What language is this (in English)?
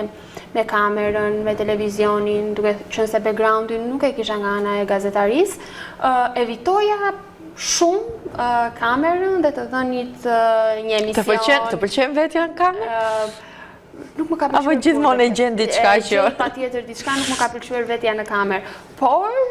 Albanian